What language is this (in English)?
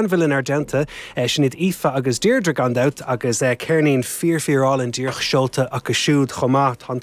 Irish